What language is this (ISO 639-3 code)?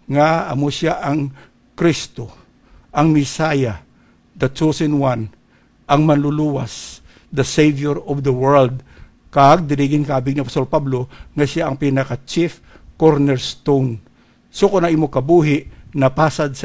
hil